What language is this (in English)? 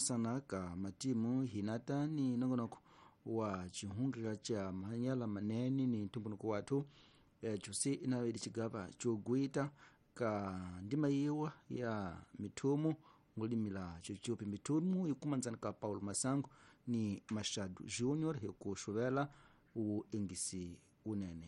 Tsonga